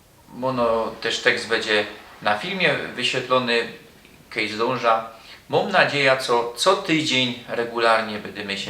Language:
Silesian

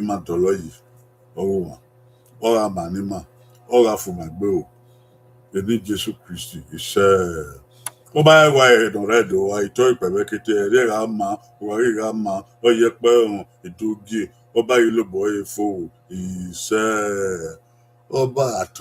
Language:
Bini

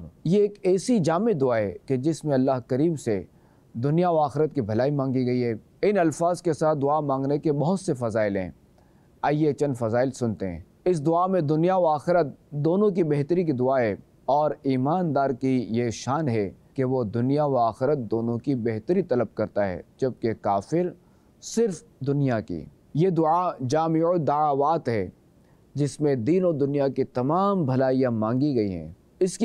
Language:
Urdu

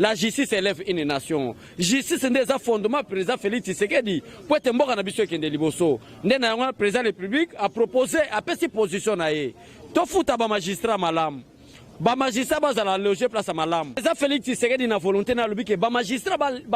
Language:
Lingala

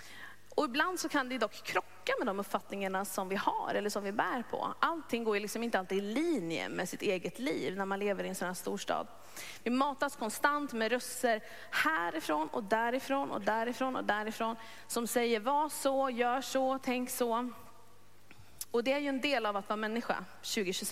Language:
Swedish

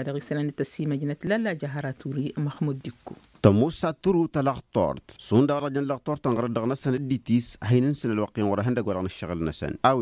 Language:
Tamasheq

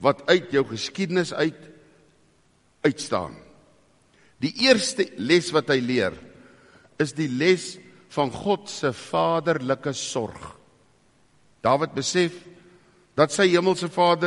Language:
Afrikaans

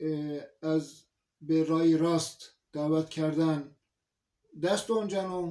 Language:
Zaza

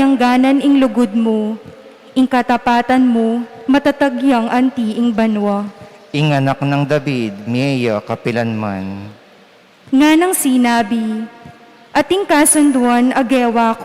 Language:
Pampanga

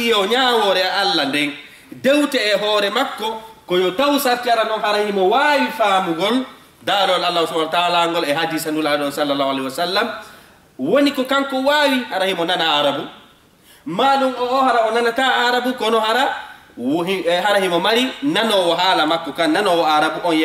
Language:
Fula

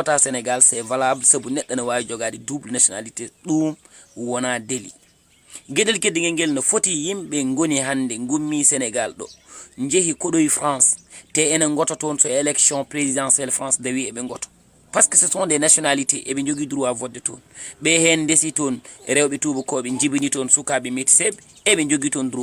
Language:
Fula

